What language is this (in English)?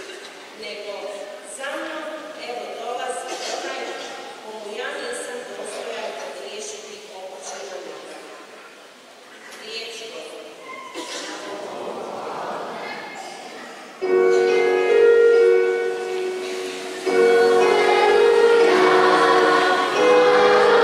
Croatian